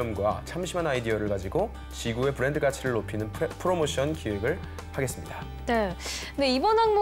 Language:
Korean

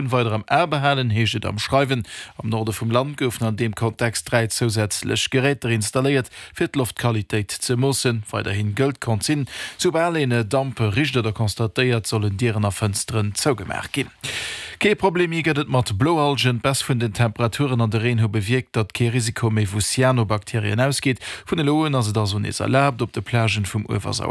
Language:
Luxembourgish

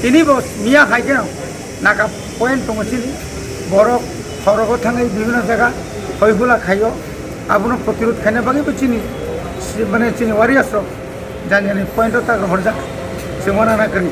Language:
Kok Borok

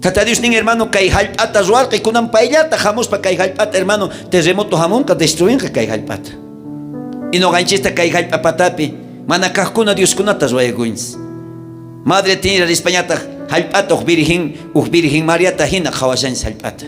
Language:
South Bolivian Quechua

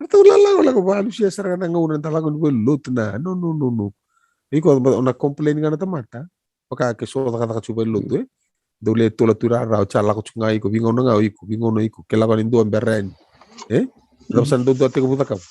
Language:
Fijian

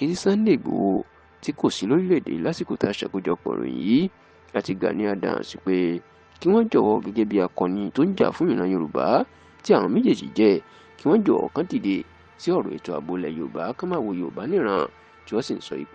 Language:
Yoruba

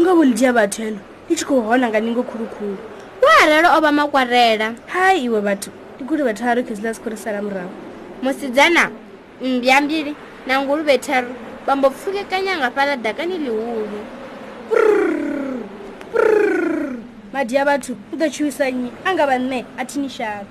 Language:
Venda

